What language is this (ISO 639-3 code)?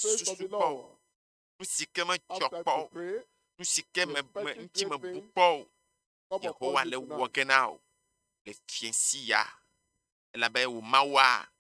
ewe